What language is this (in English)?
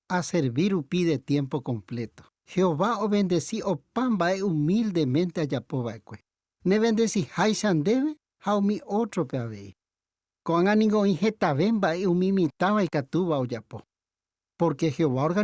Guarani